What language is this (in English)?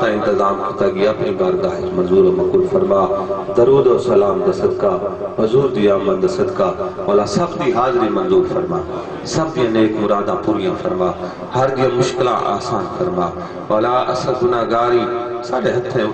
Saraiki